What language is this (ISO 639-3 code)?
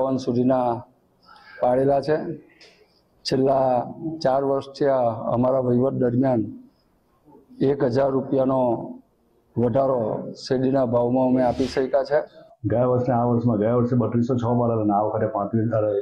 guj